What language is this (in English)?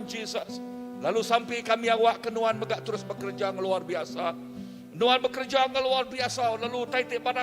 Iban